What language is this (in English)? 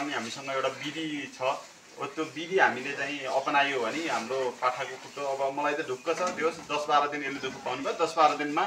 Nepali